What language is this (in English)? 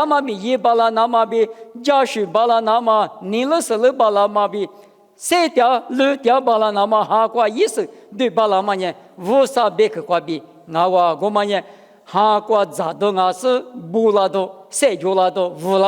Lisu